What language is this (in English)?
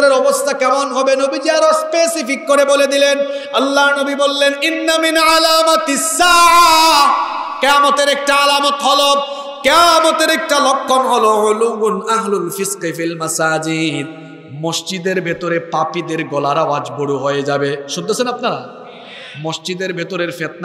Bangla